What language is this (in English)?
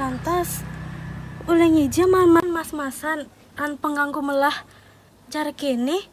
Balinese